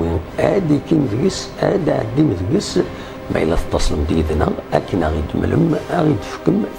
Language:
Kabyle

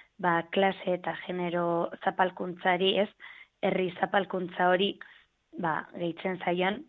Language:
Basque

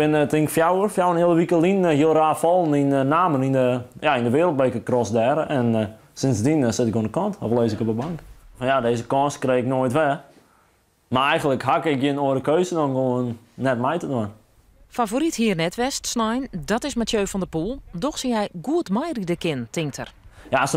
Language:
Western Frisian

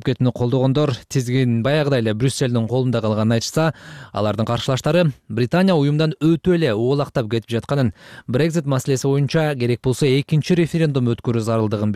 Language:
Kyrgyz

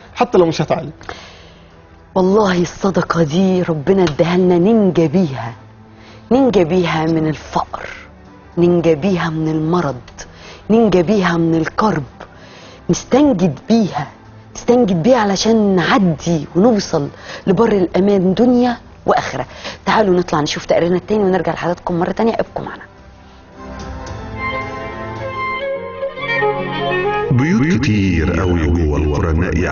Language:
Egyptian Arabic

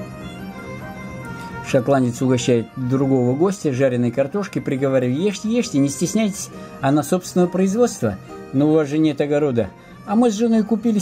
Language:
Russian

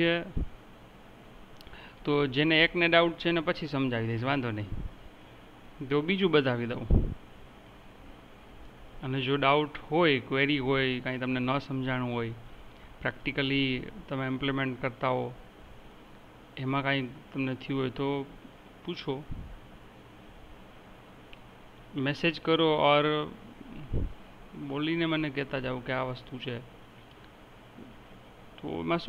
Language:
Gujarati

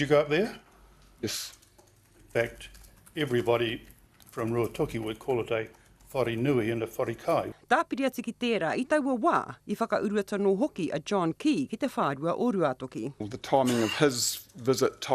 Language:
Māori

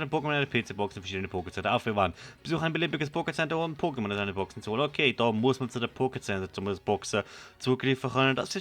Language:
Swiss German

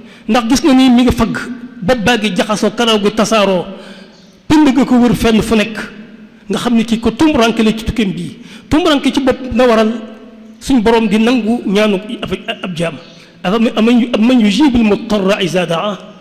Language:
Wolof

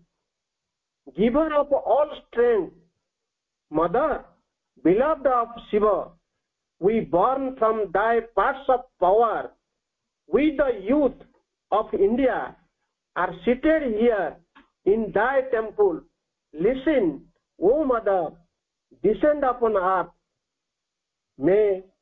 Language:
Odia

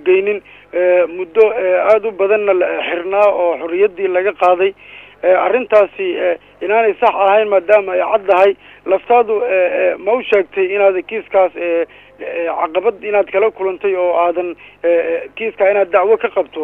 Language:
Somali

